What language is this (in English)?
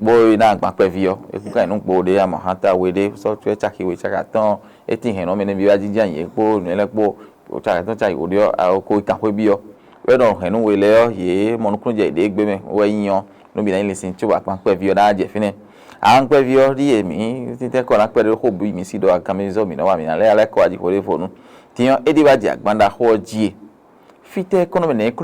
Fon